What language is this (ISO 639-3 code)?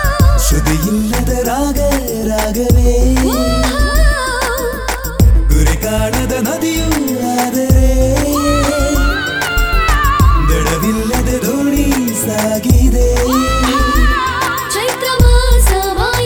kan